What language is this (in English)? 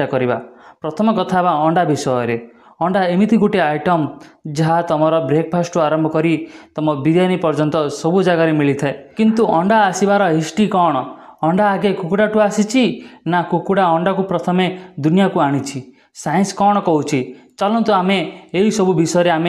Odia